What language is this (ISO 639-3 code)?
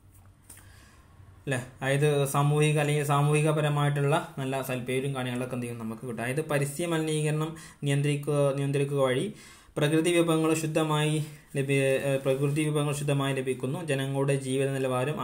mal